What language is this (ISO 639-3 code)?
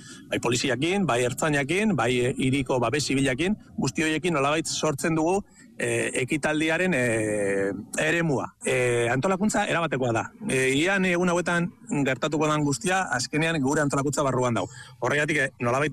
eus